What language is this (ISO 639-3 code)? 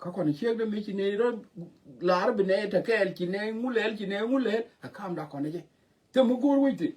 nus